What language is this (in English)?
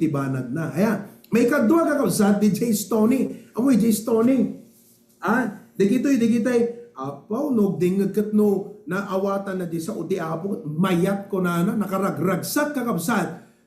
Iloko